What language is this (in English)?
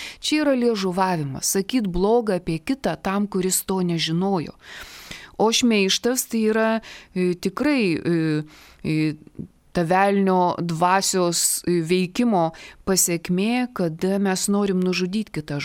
Lithuanian